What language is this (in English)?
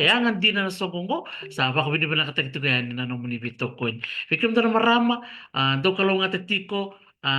Fijian